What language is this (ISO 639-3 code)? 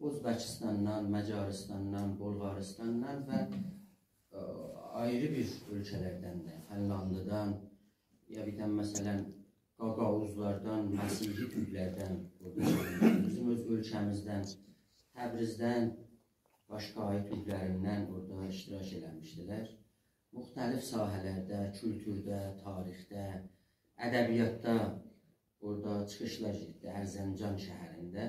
azb